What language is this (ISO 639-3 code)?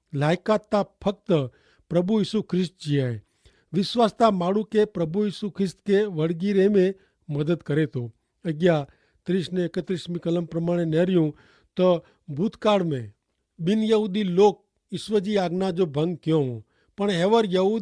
kfr